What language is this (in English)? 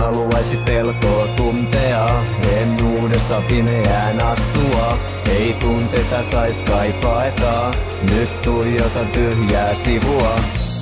Finnish